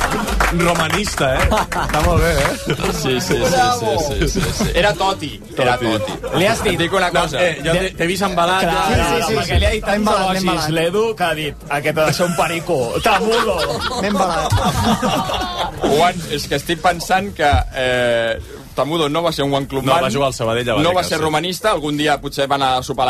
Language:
Catalan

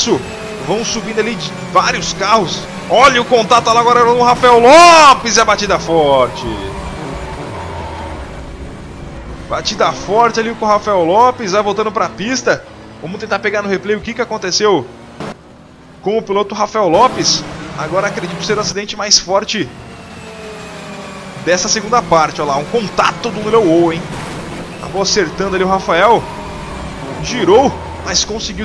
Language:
Portuguese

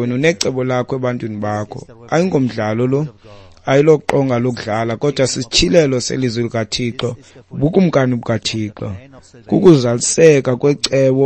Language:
Xhosa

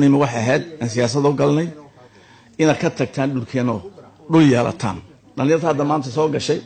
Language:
Somali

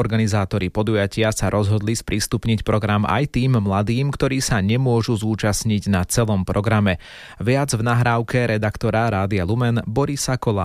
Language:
Slovak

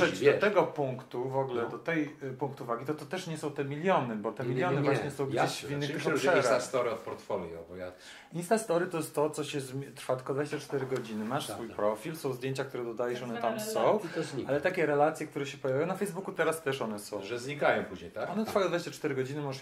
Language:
Polish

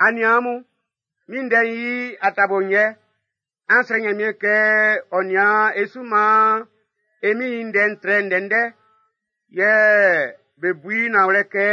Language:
Baoulé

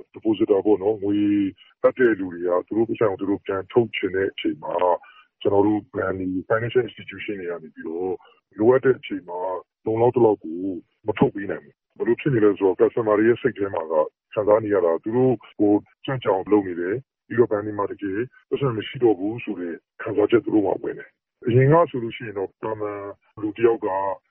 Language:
Burmese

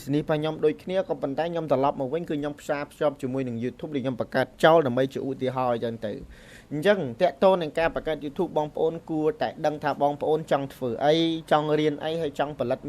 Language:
Khmer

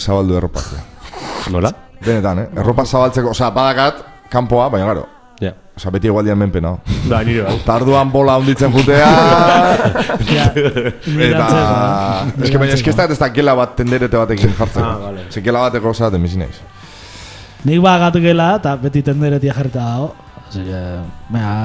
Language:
Basque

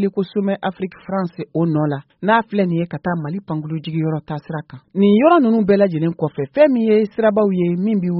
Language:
Bambara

